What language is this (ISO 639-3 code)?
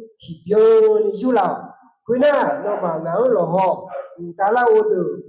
ahk